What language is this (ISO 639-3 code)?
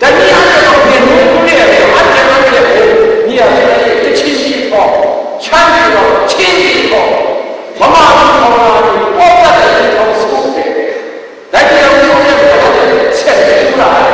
kac